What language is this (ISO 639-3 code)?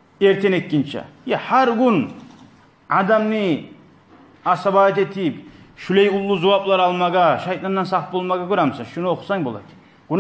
kum